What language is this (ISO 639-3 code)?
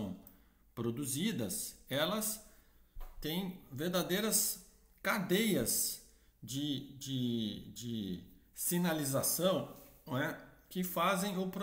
por